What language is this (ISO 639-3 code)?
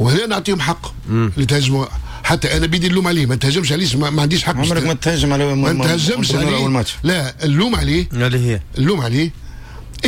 aeb